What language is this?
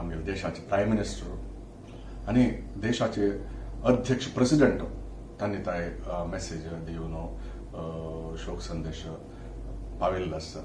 Konkani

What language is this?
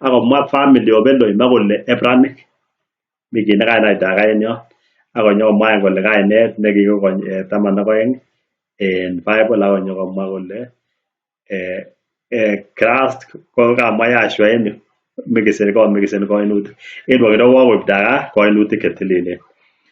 Kalenjin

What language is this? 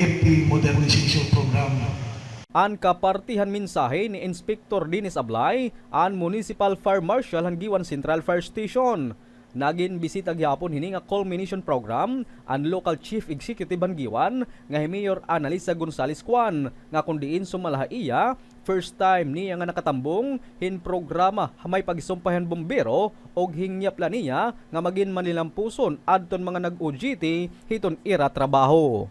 Waray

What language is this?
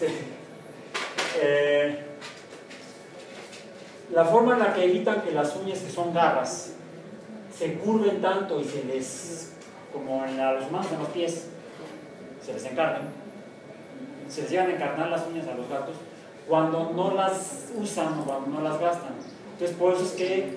Spanish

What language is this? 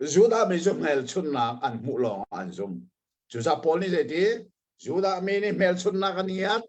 Hakha Chin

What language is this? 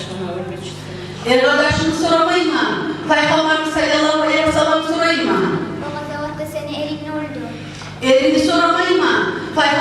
Kumyk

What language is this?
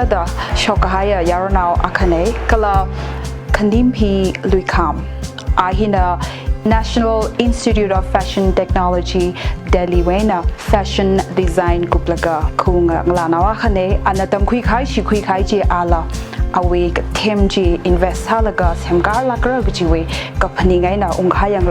Tangkhul Naga (India)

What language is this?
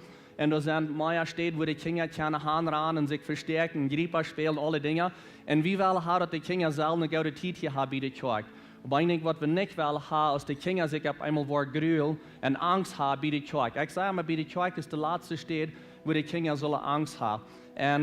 Plautdietsch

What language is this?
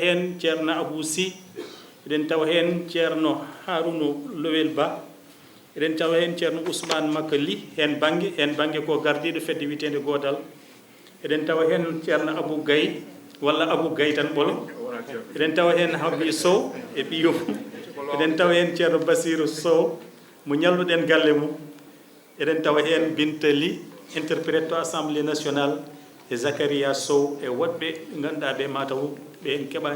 Fula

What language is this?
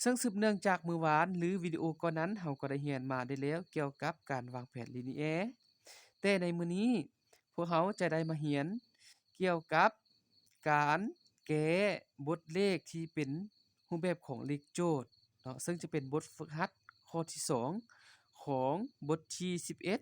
Lao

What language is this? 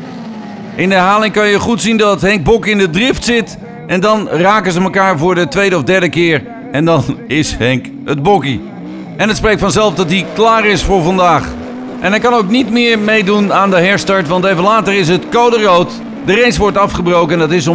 Dutch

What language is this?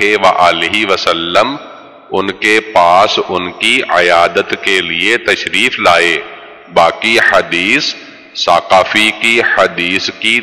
Urdu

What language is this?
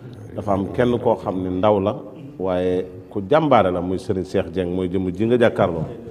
Wolof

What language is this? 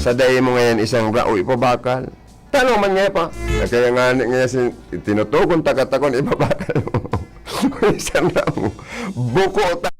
Bikol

